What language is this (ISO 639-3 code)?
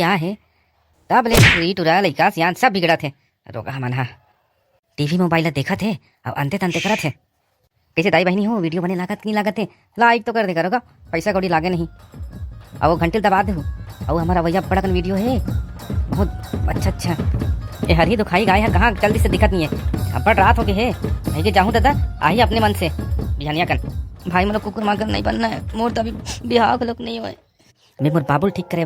hne